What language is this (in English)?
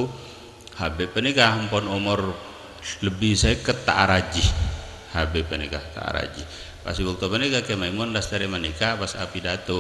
Madurese